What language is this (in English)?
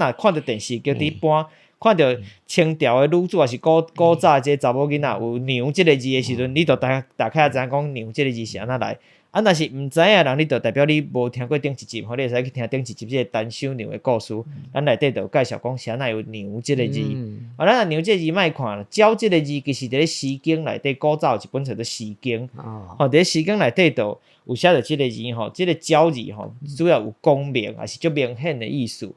Min Nan Chinese